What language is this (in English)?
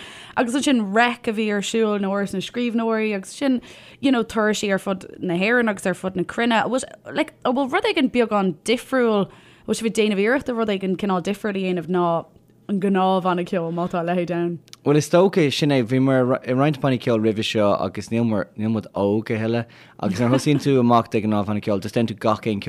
Irish